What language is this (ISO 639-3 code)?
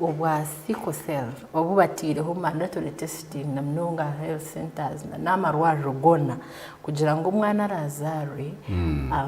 nyn